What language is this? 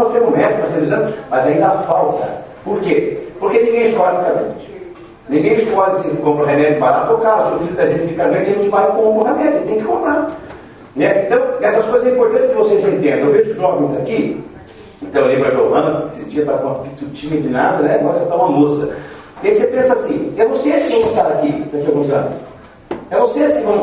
Portuguese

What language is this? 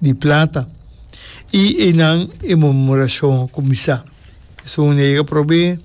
Papiamento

